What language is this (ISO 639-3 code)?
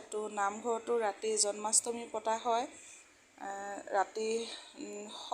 asm